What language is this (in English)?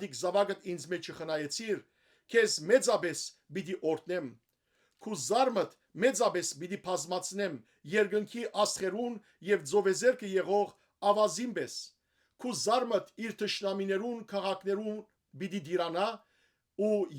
Western Armenian